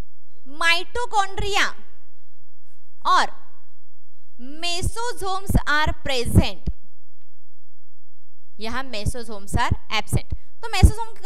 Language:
Hindi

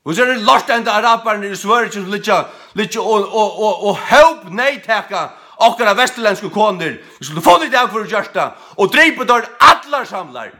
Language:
Faroese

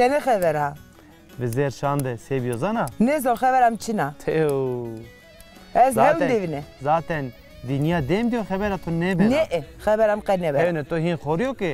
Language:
Zaza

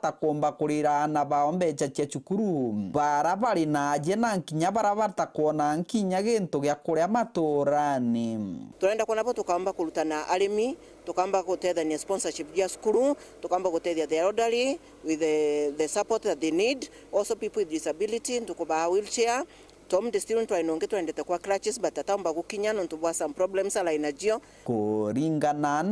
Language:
Meru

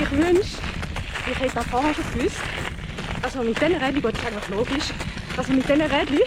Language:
Swiss German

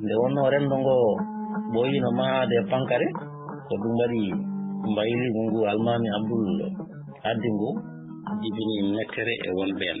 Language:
Fula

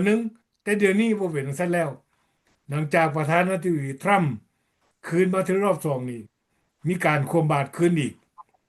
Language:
Lao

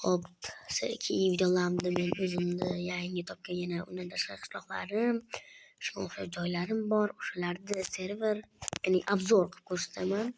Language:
Uzbek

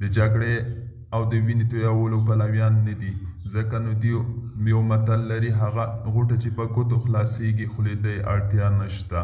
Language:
Pashto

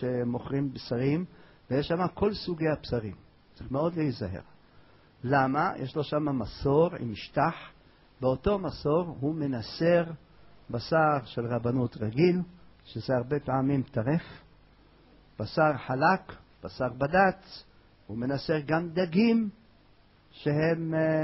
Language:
Hebrew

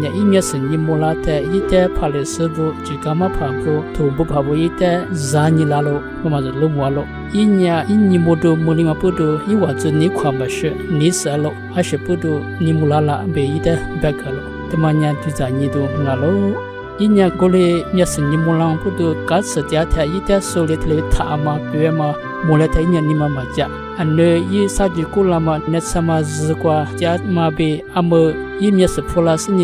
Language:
Lisu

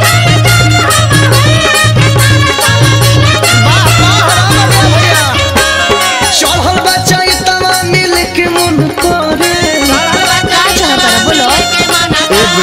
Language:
Bhojpuri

